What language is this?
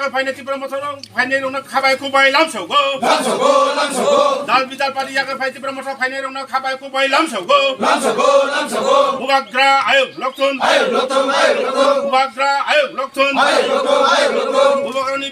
Kok Borok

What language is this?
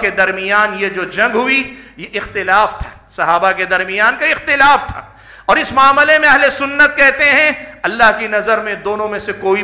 Urdu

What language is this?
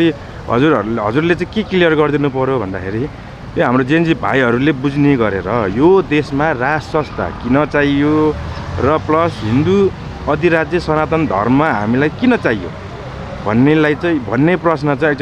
Nepali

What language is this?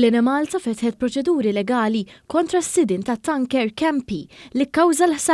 Maltese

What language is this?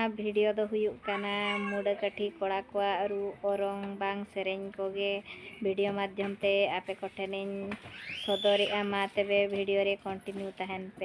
Santali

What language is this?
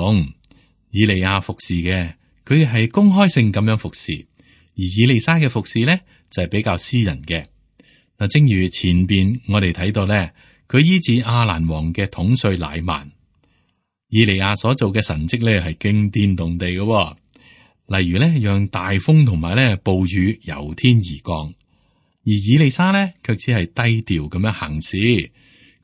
Cantonese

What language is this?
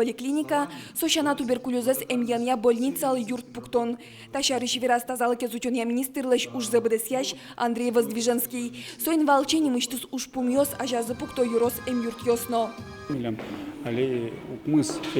Udmurt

